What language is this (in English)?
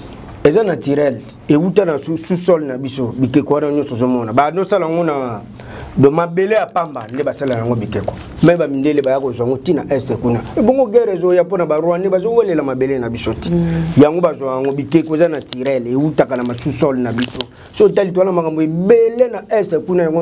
Lingala